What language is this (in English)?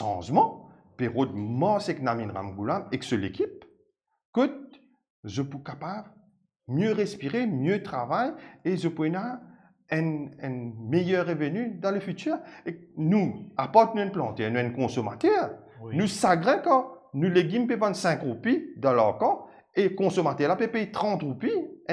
Morisyen